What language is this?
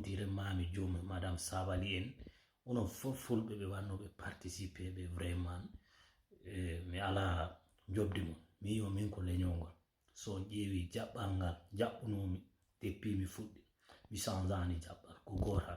Fula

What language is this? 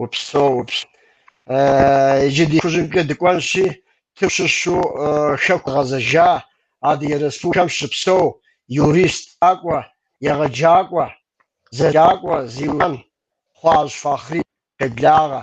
Kabardian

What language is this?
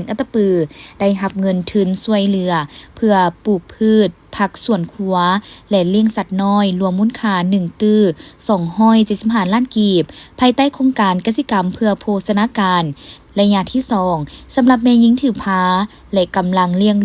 Lao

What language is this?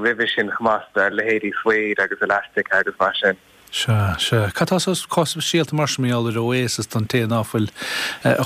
Irish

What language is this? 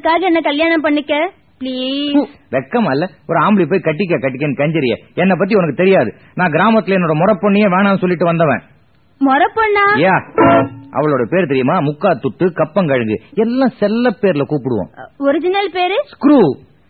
Tamil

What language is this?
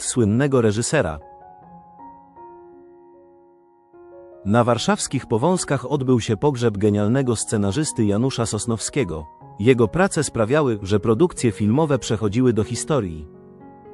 Polish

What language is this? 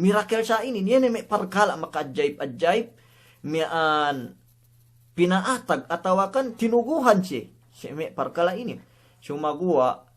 Yakan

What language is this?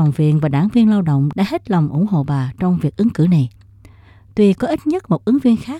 Vietnamese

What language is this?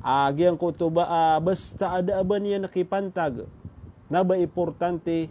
Maranao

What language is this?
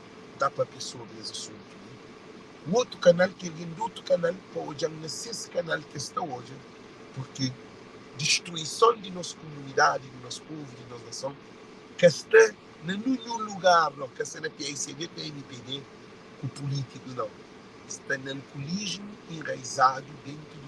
Kabuverdianu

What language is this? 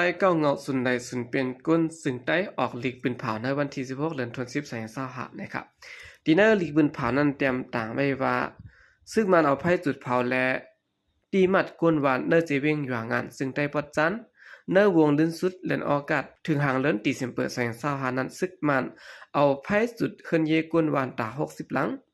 Shan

